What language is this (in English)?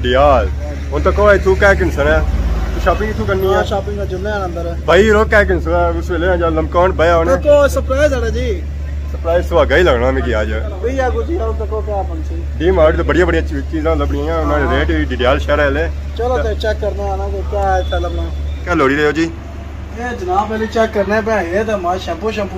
Pahari-Potwari